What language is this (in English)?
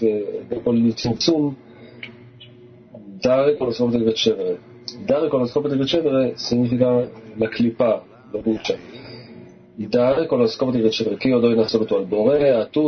Italian